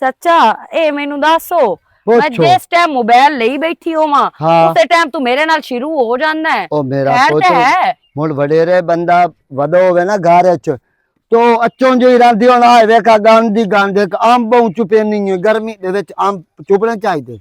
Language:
Western Panjabi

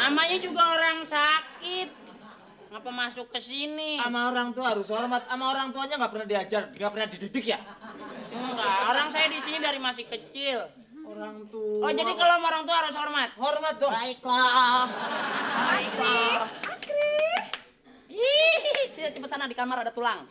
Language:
Betawi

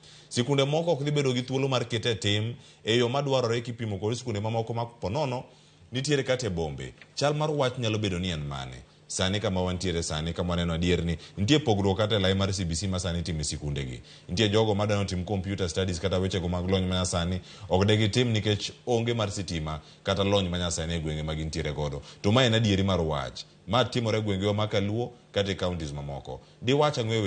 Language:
Luo (Kenya and Tanzania)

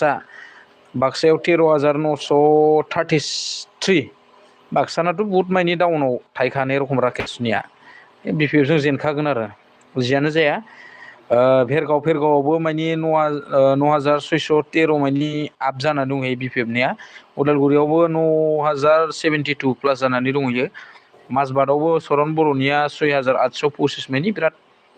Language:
Bodo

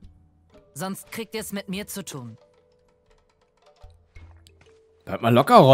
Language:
German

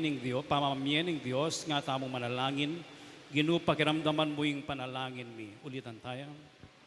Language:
Pampanga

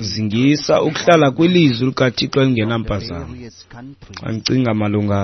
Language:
Xhosa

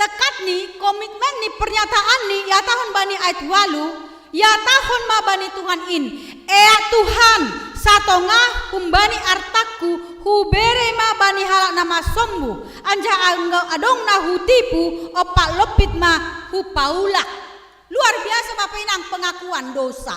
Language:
Batak Simalungun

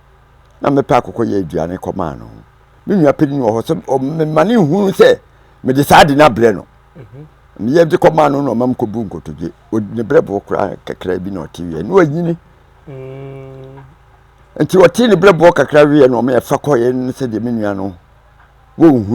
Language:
Akan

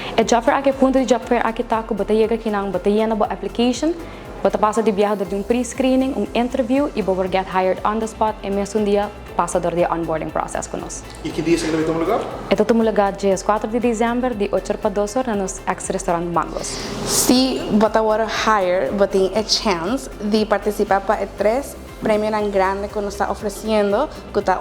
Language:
Papiamento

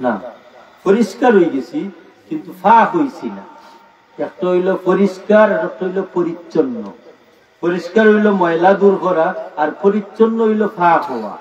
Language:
Sylheti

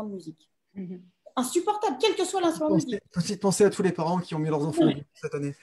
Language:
French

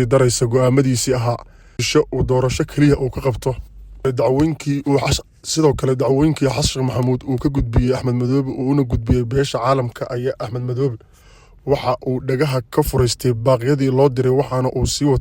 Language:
Somali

